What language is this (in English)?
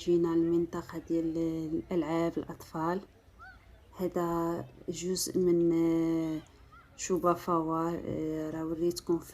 Moroccan Arabic